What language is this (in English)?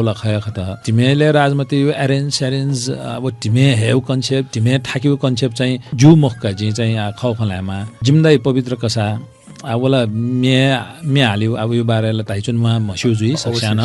Newari